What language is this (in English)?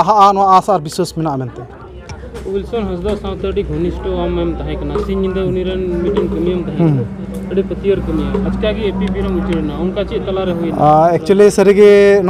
Santali